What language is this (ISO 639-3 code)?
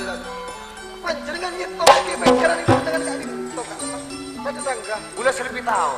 mad